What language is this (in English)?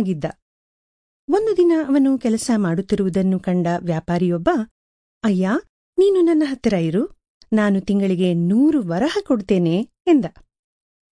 Kannada